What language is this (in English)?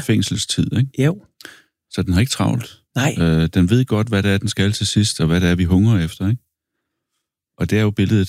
Danish